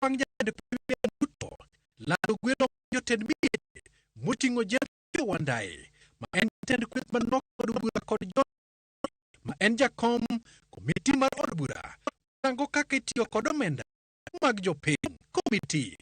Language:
Luo (Kenya and Tanzania)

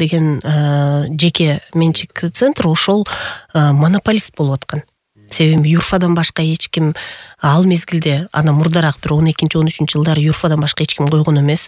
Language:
Kyrgyz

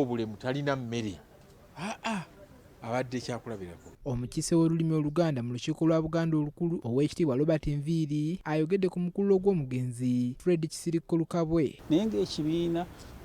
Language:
Ganda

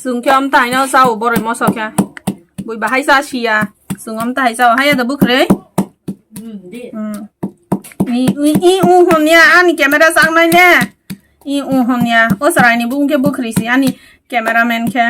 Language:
Kok Borok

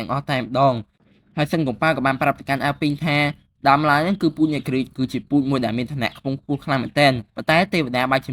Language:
Khmer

